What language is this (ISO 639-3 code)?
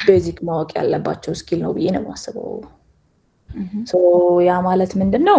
amh